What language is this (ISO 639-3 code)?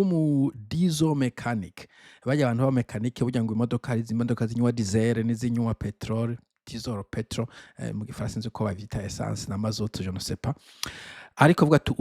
run